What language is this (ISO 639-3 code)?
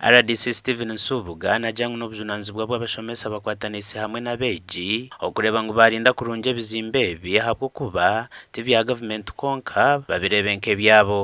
nyn